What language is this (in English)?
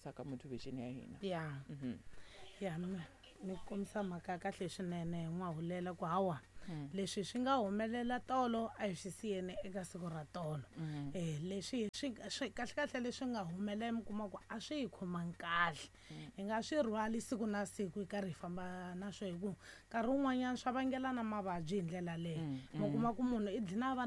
Tsonga